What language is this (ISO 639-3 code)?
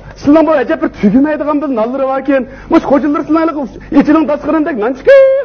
uig